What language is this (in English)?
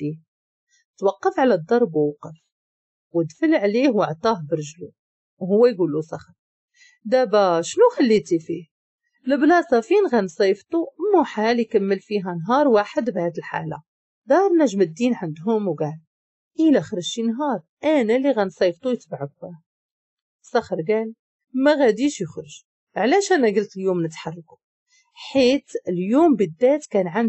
Moroccan Arabic